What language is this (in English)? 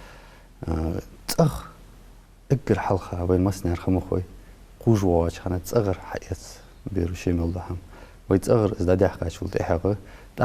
Ingush